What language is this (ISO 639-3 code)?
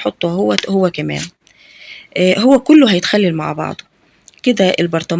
arz